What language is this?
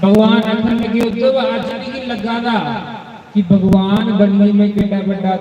Dogri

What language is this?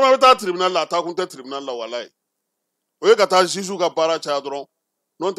Bambara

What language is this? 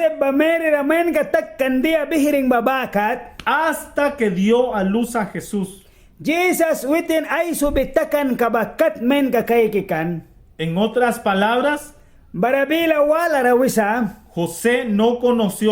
Mískito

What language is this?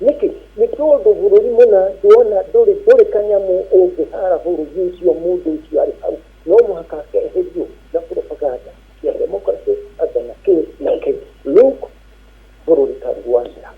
Kikuyu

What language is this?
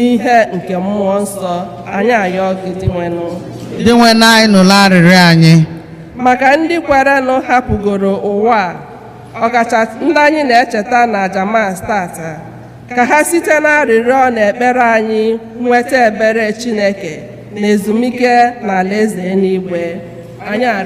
Igbo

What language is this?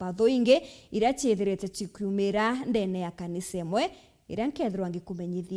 Meru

